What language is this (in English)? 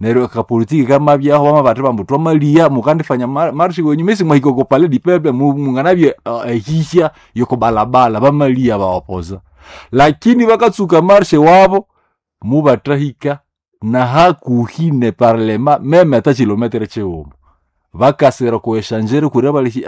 Nande